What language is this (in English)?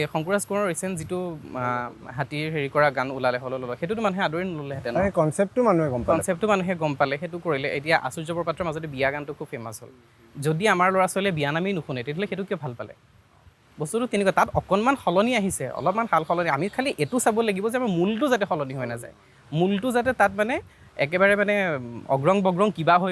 Assamese